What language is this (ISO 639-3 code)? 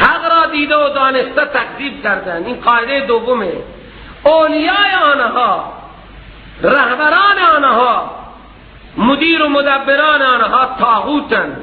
fas